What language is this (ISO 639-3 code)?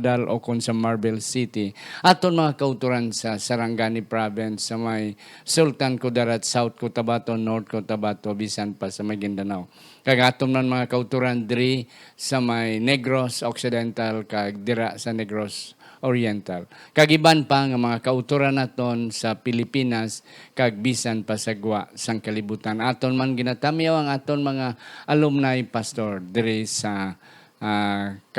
hil